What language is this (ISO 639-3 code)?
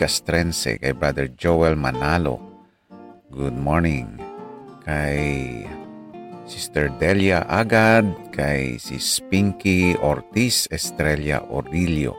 hil